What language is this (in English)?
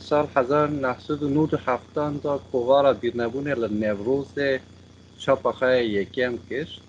Kurdish